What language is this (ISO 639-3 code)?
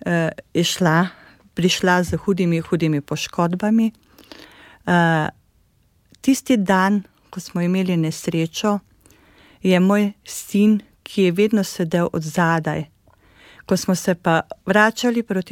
slv